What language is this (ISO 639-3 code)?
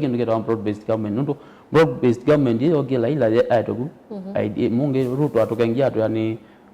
kam